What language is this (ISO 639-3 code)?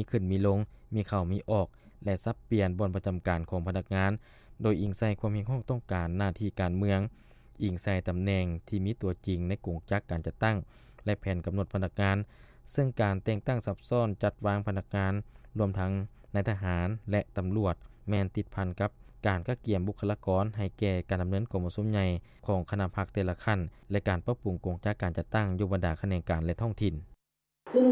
lao